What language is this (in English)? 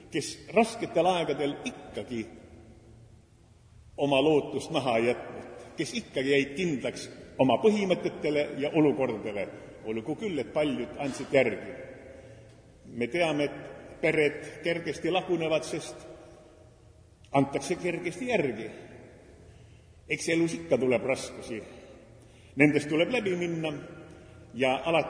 Estonian